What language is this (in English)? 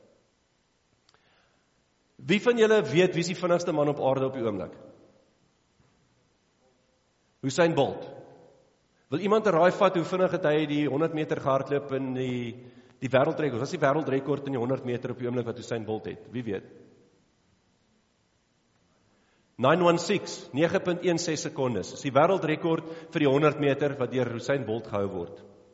Afrikaans